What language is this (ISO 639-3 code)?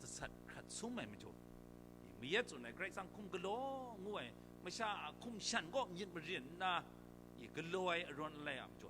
kac